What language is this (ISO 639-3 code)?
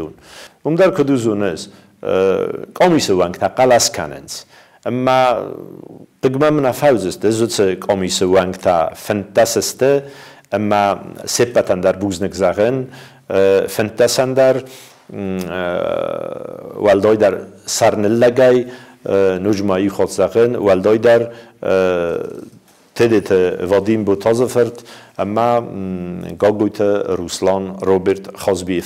oss